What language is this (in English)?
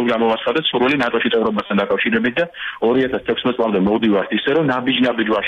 Georgian